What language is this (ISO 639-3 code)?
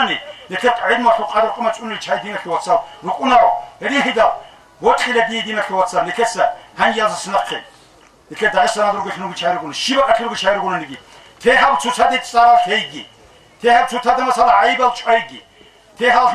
ava